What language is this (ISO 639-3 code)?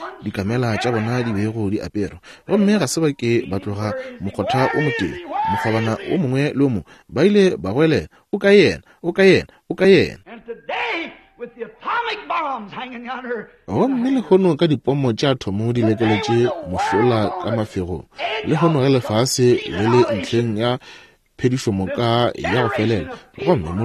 nso